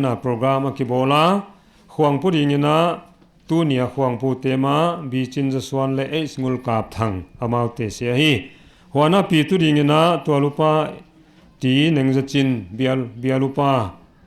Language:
Paite Chin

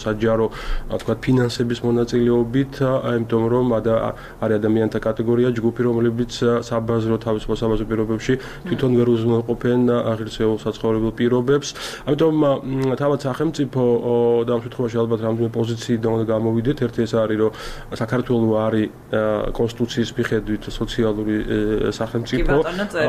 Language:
Georgian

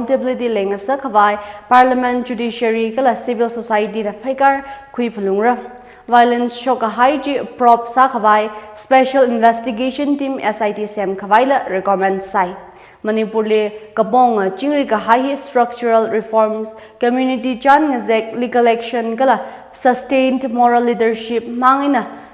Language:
Tangkhul Naga (India)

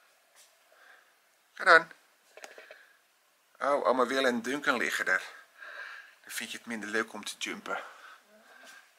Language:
Dutch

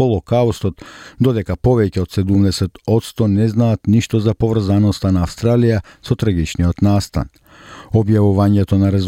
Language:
Macedonian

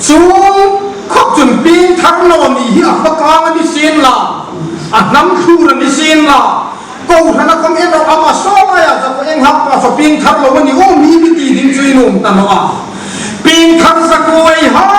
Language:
Hmar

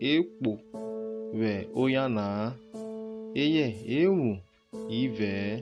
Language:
Urhobo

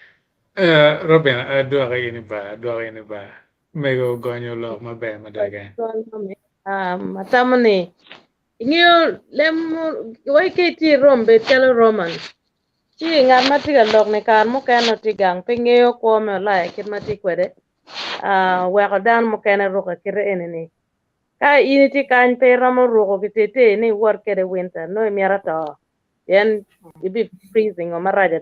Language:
Acoli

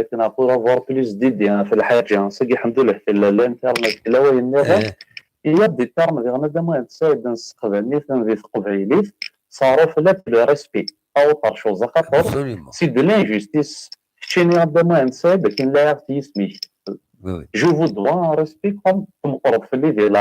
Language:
Kabyle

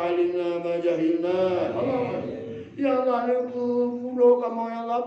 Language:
Achinese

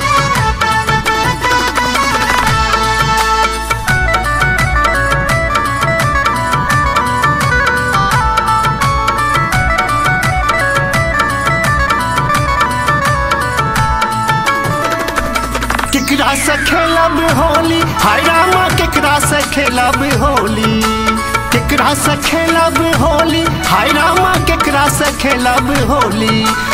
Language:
Bhojpuri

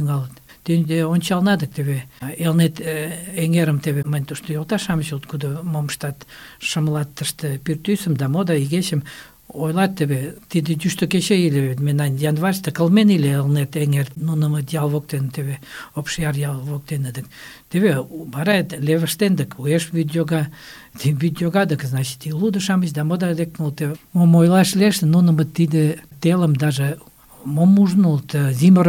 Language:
Mari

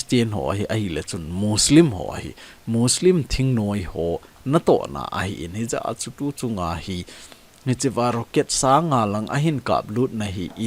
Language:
Thado Chin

